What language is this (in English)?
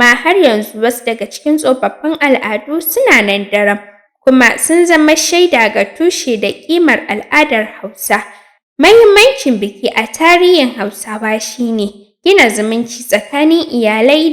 Hausa